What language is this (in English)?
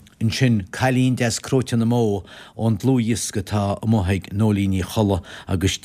Irish